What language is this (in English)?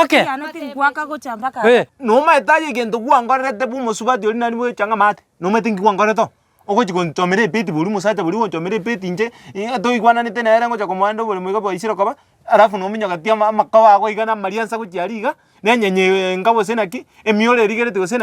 Gusii